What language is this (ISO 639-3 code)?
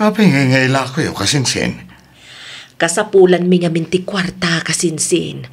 ilo